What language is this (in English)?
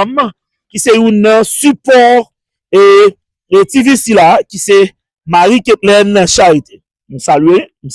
Haitian Creole